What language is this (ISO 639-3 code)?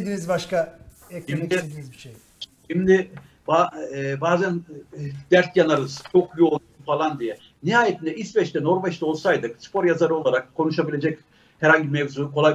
tur